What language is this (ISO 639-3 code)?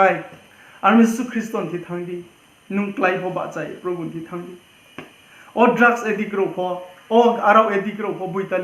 ria